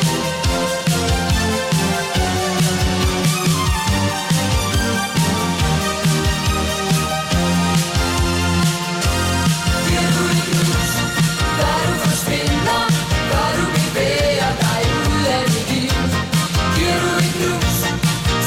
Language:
Danish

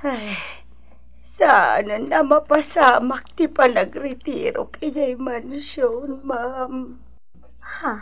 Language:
Iloko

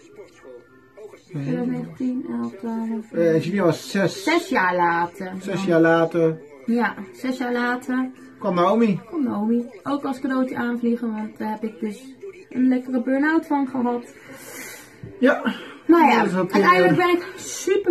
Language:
Dutch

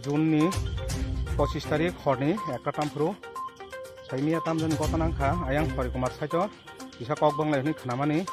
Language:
Kok Borok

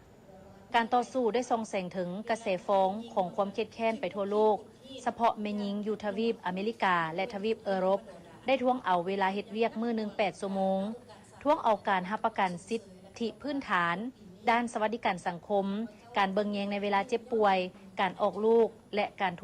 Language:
Lao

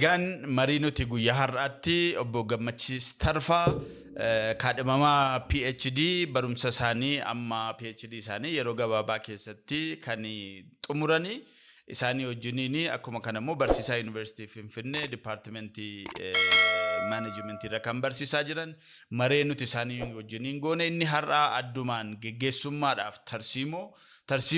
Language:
Oromo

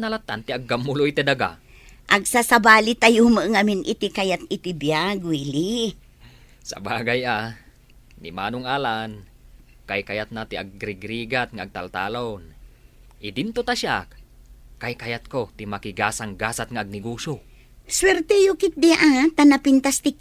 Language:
Iloko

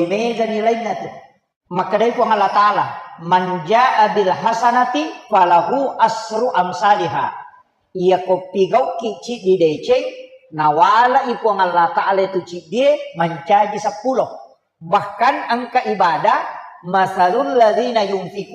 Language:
Buginese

